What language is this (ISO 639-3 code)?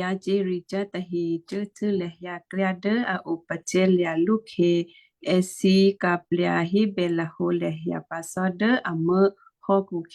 kyu